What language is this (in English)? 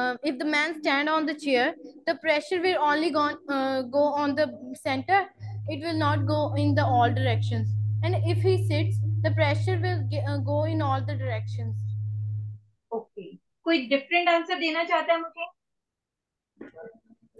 Hindi